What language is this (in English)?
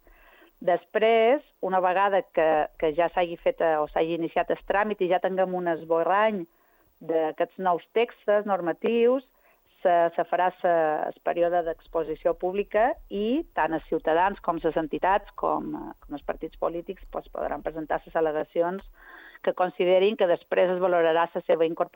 Catalan